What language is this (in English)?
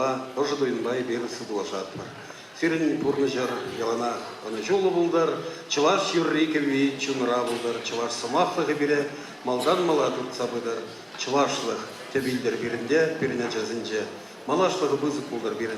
Chuvash